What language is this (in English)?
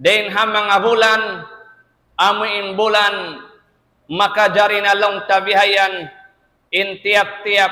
Tausug